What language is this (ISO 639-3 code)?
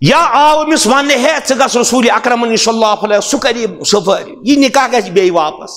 kas